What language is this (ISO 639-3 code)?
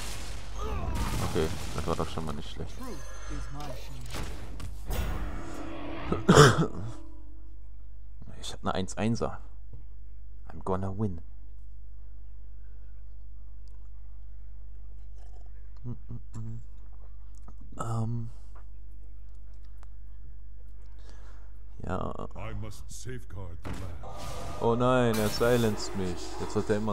deu